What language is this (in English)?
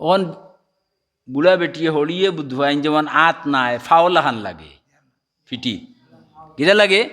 Sylheti